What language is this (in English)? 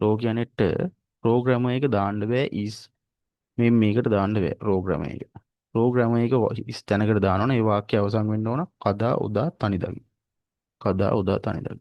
Sinhala